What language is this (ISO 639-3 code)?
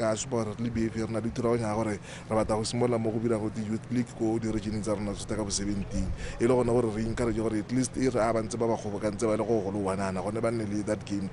tsn